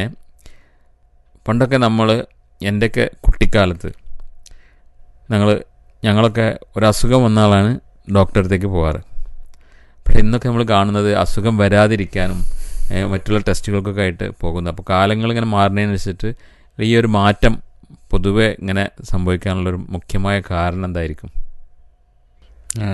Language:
Malayalam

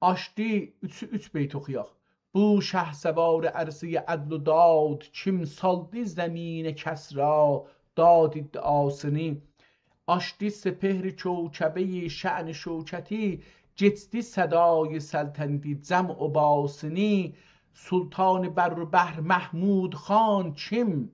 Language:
South Azerbaijani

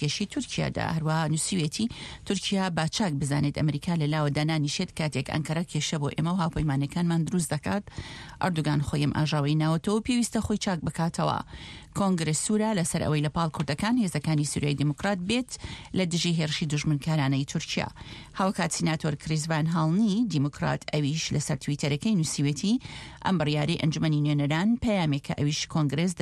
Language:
Central Kurdish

